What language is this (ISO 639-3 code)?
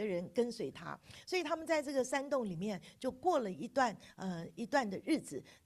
zho